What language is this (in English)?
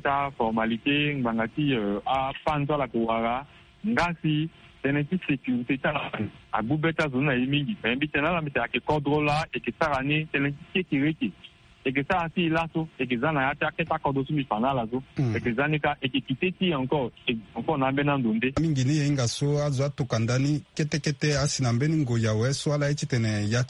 Sango